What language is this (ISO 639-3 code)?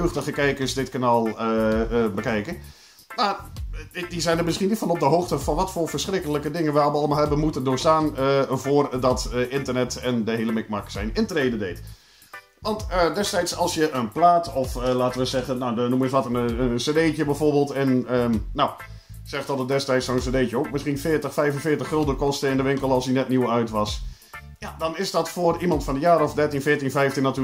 nld